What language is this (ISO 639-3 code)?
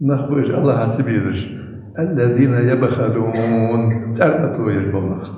inh